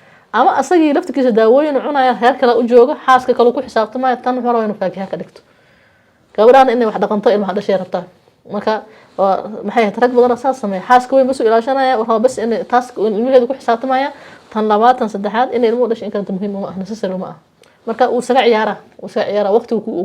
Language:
Somali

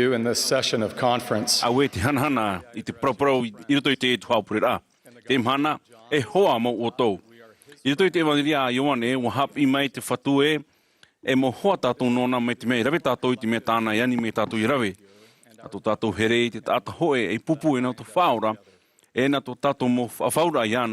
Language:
Tahitian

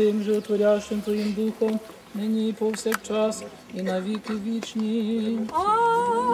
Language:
Ukrainian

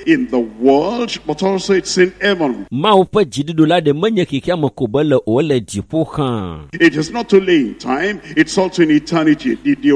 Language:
Ewe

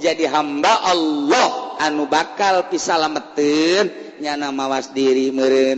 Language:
Sundanese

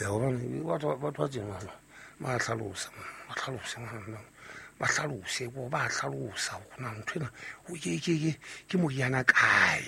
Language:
Southern Sotho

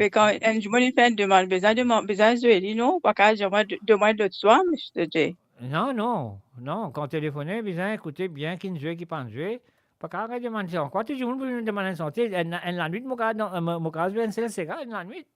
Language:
Morisyen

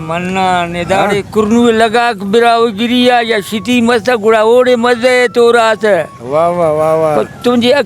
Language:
Brahui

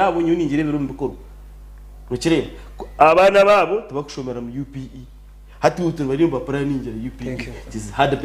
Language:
Nyankole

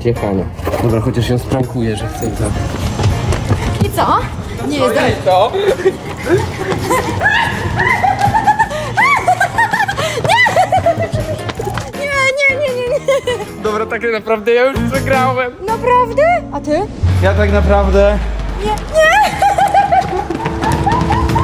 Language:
Polish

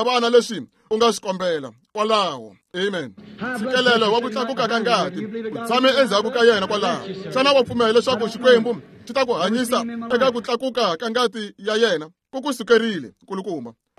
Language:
Tsonga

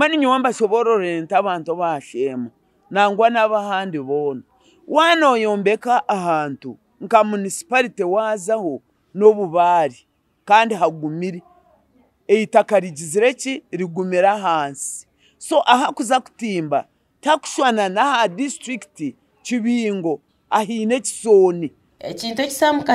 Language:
Nyankole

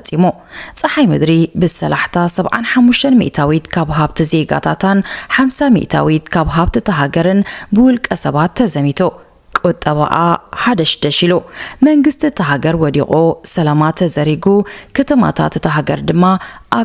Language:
Tigrinya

